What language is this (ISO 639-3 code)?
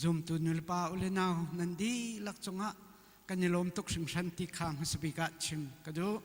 cnh